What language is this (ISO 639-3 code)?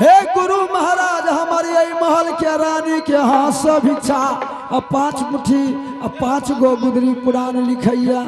anp